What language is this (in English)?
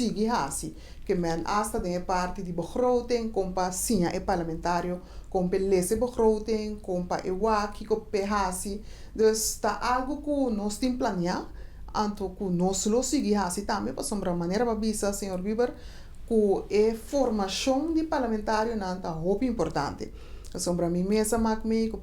Papiamento